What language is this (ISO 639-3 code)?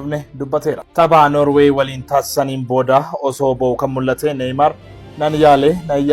orm